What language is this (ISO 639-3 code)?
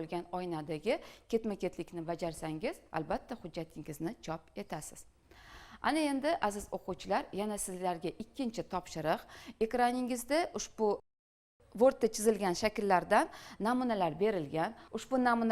uzb